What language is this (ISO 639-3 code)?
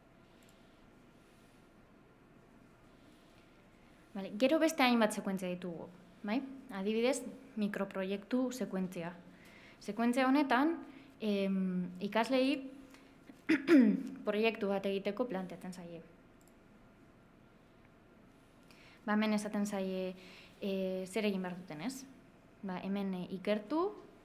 eus